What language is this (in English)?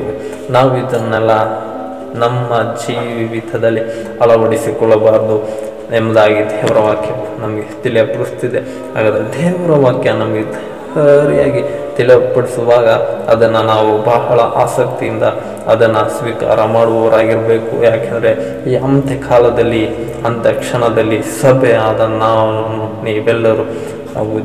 Kannada